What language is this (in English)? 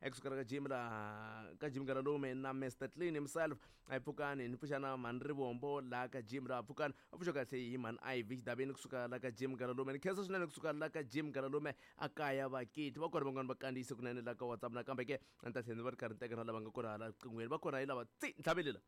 Tsonga